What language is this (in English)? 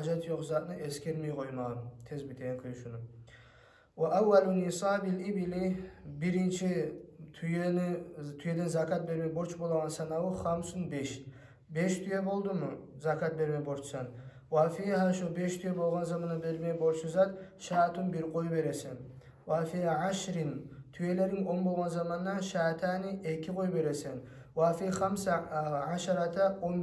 Kumyk